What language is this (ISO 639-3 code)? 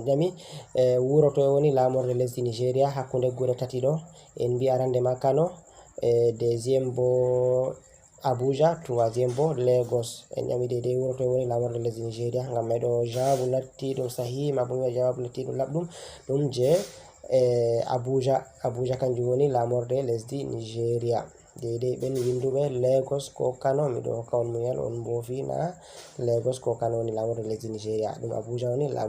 ful